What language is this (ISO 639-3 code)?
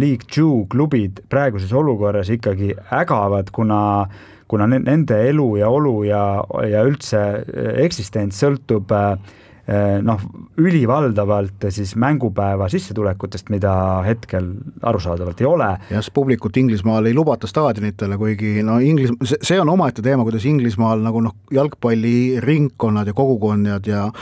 est